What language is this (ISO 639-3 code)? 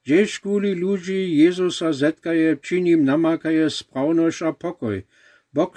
dsb